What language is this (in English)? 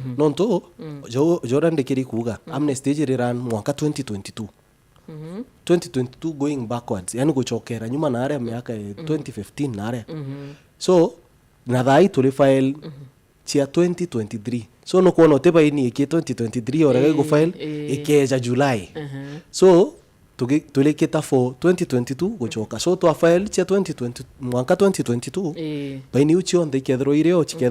Meru